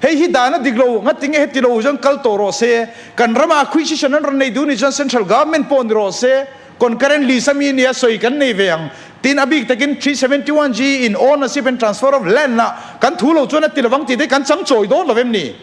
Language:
Mizo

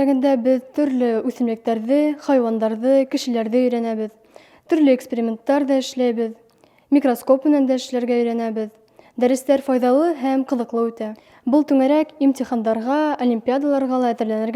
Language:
Bashkir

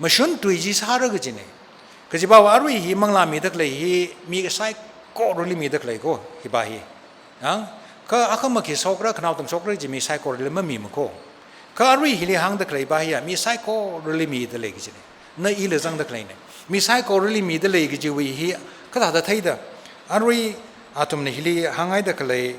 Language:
Tangkhul Naga (India)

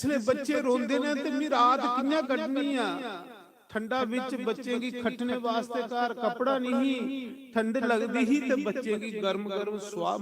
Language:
Dogri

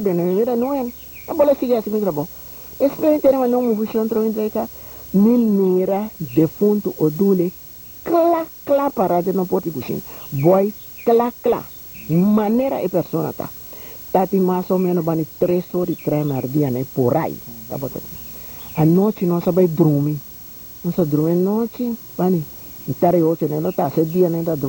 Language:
Papiamento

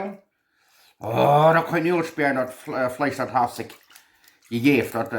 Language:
Plautdietsch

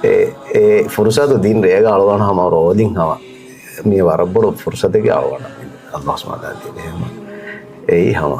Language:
Divehi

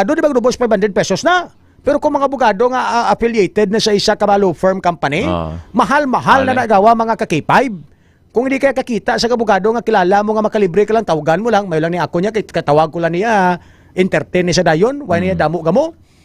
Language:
Hiligaynon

